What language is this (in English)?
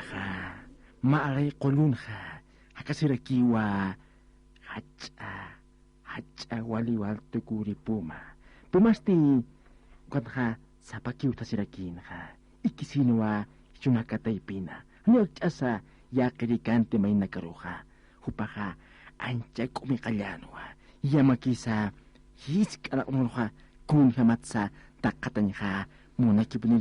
Aymara